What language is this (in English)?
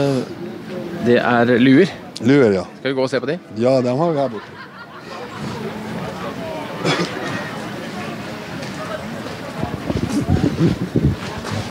Norwegian